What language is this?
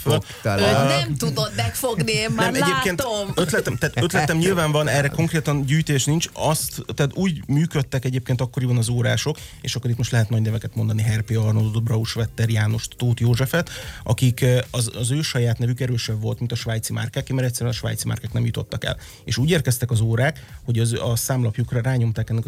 Hungarian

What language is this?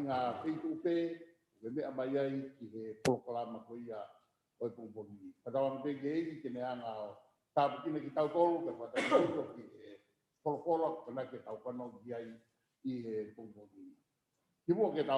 Tongan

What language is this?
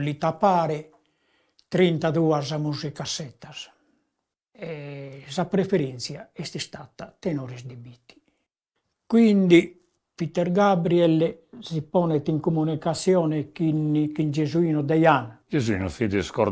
Sardinian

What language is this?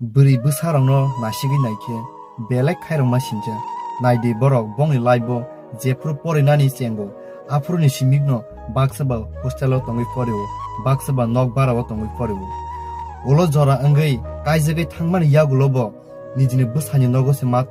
Kok Borok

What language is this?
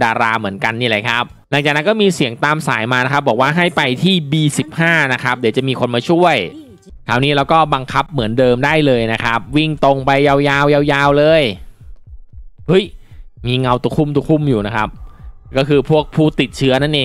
Thai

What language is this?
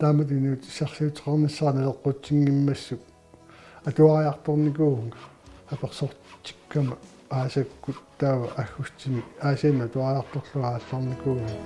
Kalaallisut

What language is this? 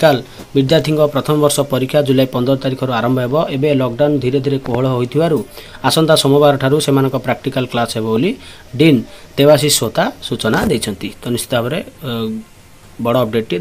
Odia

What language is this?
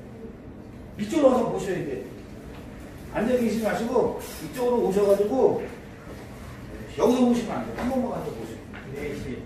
Korean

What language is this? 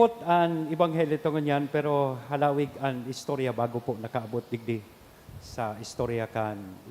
Bikol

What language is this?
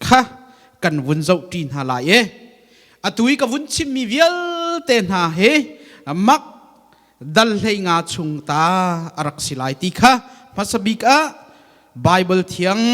Hakha Chin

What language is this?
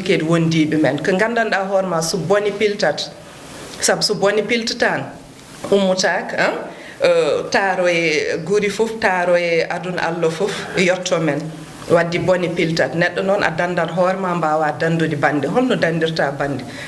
Fula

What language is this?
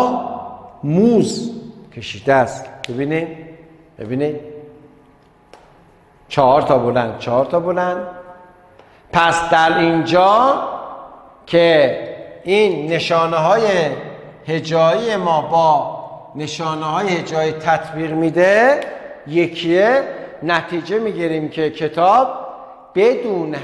Persian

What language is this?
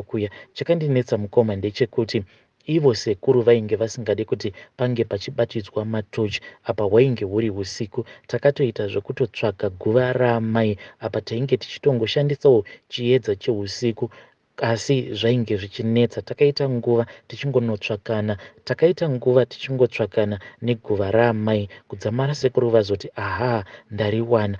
Shona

